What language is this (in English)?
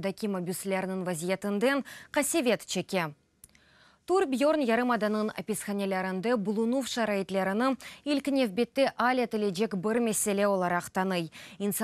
Crimean Tatar